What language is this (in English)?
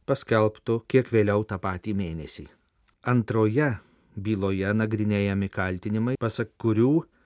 Lithuanian